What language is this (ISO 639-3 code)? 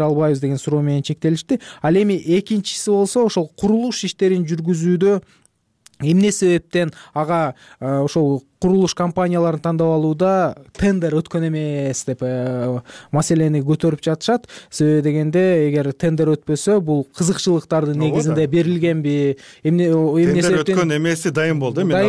kir